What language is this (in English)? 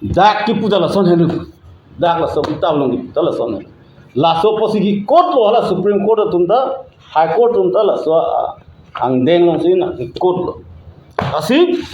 Karbi